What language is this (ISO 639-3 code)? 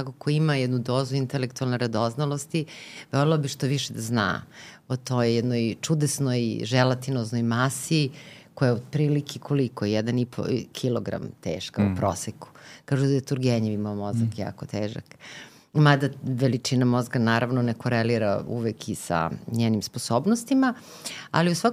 srp